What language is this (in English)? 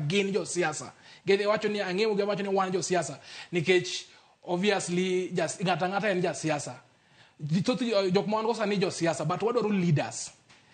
Luo (Kenya and Tanzania)